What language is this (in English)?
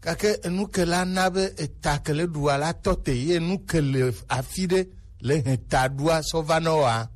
Gen